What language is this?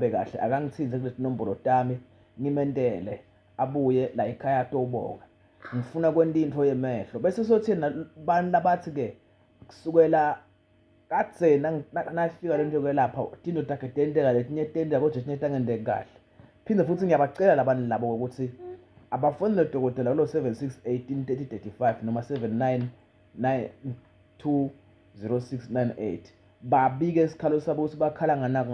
Zulu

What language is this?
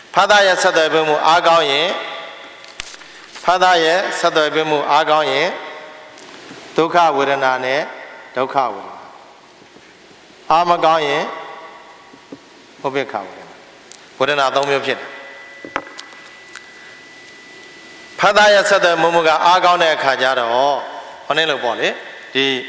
Burmese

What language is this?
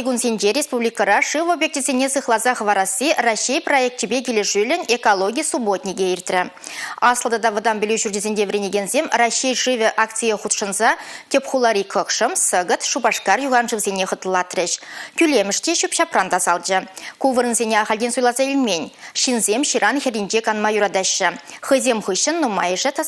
Chuvash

